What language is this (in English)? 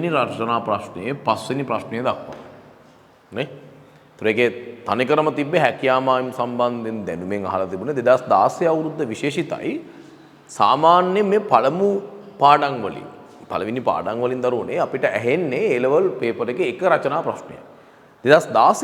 Sinhala